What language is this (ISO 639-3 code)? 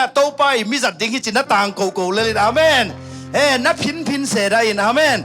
ctd